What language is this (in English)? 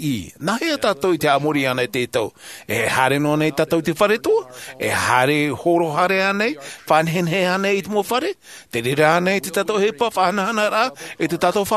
Tahitian